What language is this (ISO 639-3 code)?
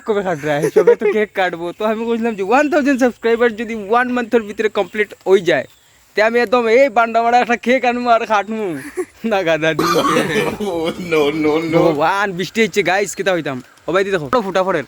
syl